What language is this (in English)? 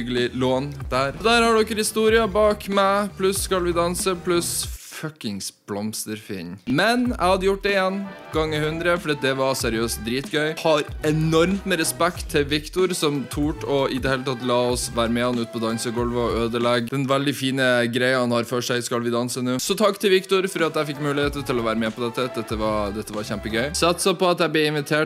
Norwegian